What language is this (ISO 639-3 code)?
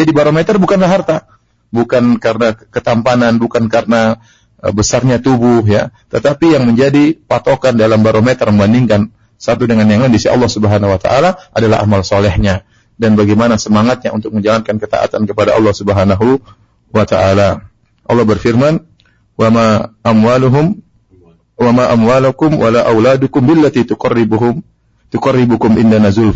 ind